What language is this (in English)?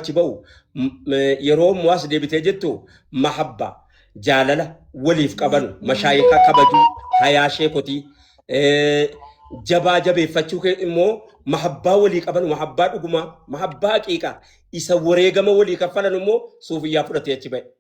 Oromo